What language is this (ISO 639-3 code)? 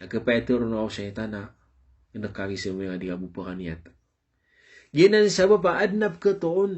mrw